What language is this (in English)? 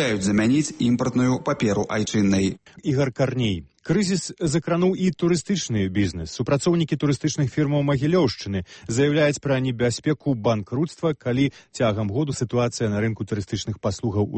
Belarusian